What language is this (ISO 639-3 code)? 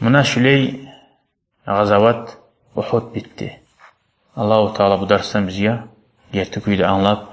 kum